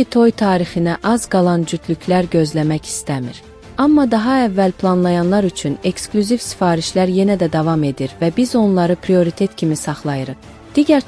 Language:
Azerbaijani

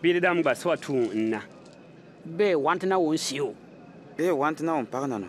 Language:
Bimoba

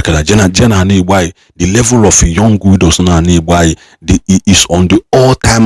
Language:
Igbo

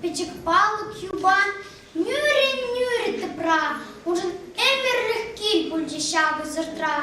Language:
Chuvash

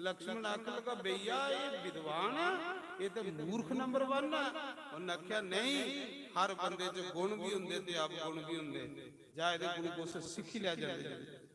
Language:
Dogri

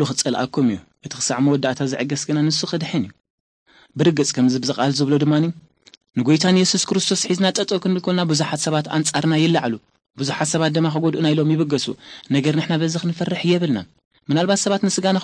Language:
Tigrinya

